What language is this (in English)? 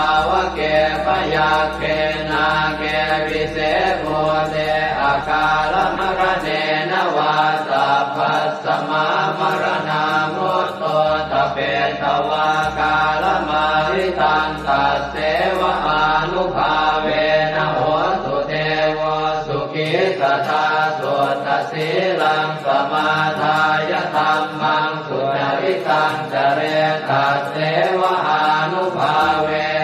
Pali